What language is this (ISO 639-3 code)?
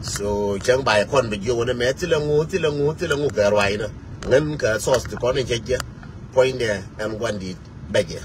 nus